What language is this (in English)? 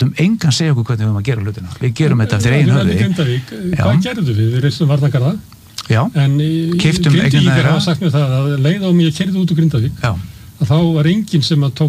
Icelandic